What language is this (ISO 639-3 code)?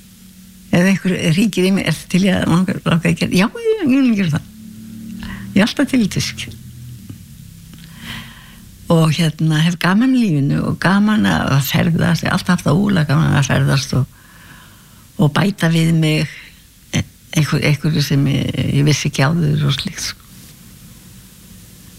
isl